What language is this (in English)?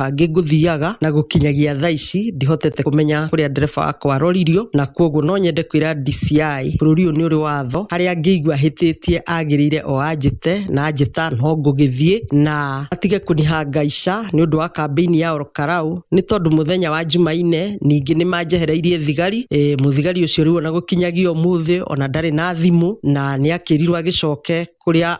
Kikuyu